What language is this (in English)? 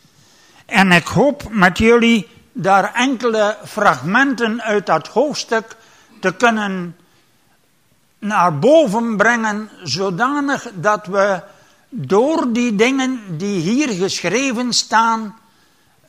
Dutch